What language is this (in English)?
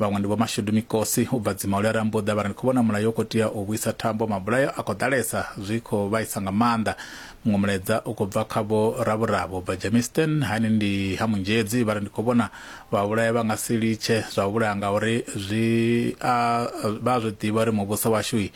Venda